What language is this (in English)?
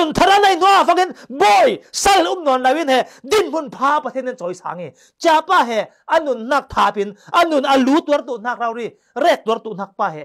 Falam Chin